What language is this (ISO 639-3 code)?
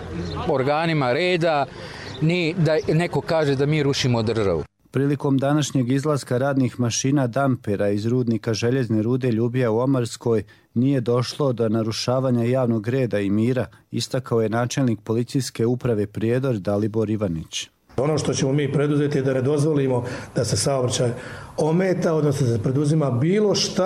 hrv